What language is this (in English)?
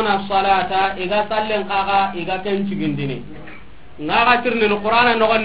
Soninke